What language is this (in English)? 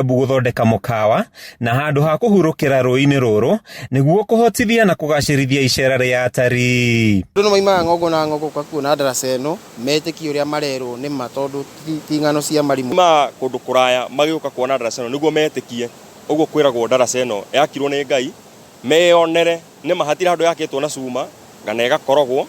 Kikuyu